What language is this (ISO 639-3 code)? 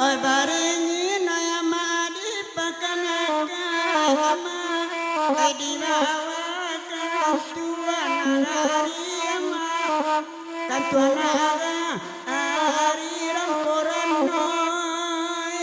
min